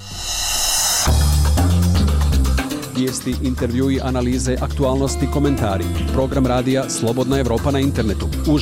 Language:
Bosnian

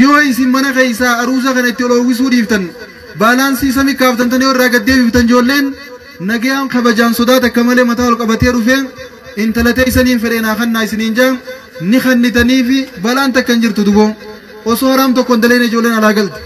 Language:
Oromo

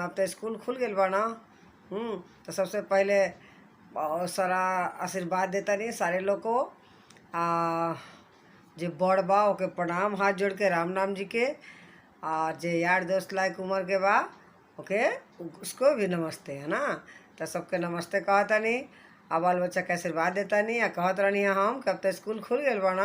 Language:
Bhojpuri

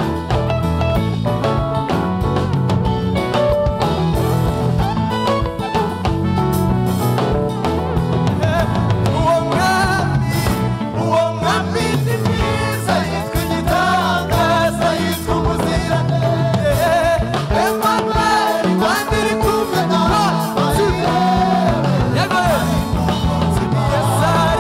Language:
Kinyarwanda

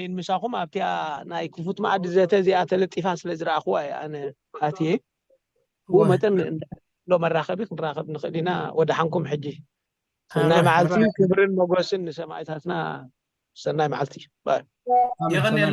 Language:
Tigrinya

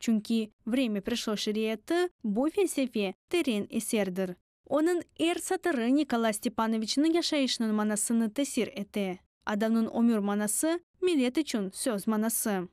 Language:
Crimean Tatar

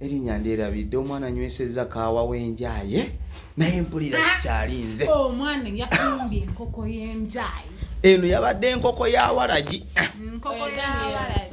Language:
Ganda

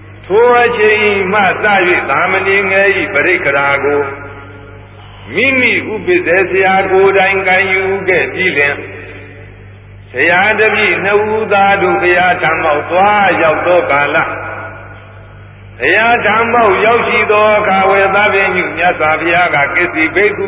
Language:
Burmese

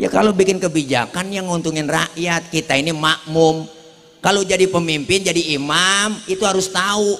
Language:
Betawi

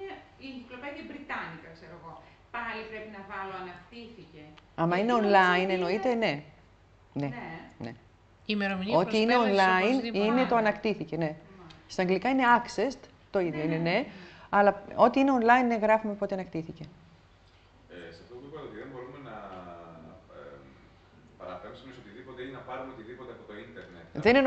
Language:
Greek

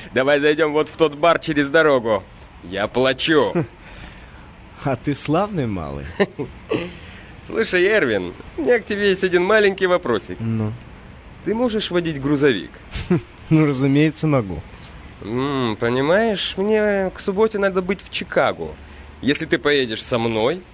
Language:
Russian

